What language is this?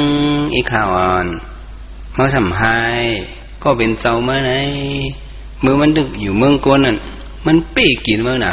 Shan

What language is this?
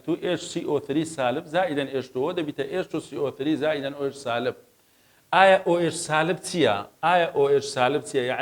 Central Kurdish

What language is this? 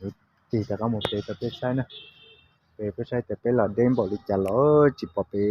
Hmong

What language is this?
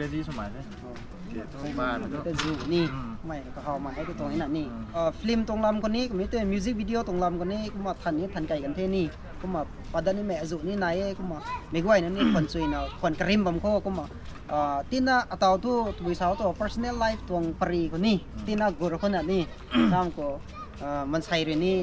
Rongmei Naga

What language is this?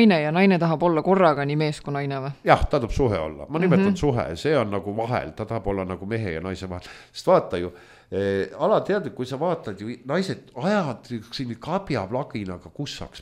Estonian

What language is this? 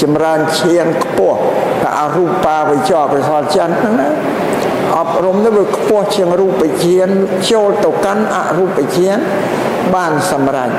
Khmer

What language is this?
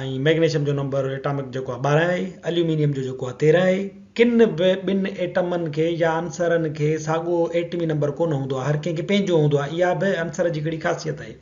Sindhi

